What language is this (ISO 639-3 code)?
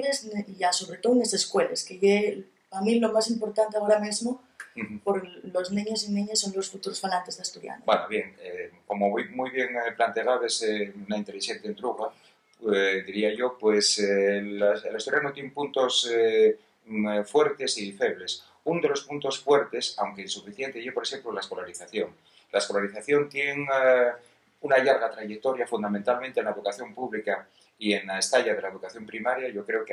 ast